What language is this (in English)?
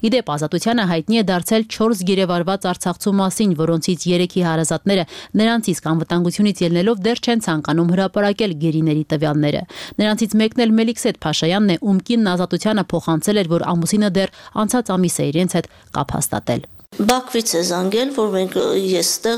Armenian